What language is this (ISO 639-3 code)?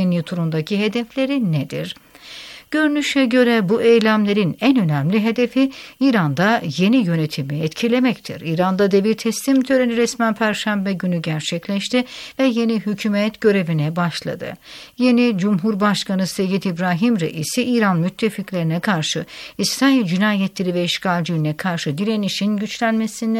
tur